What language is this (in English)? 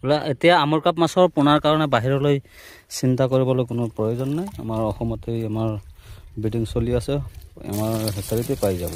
Assamese